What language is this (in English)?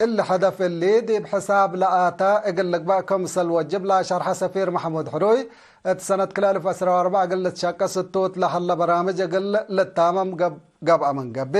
Tigre